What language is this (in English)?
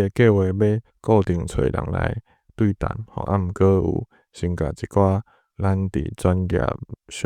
Min Nan Chinese